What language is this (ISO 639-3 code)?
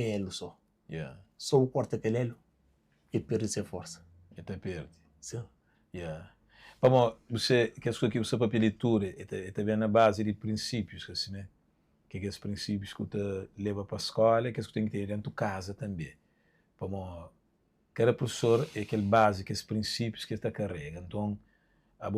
kea